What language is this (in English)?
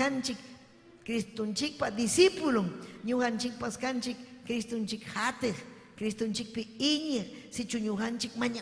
Ayacucho Quechua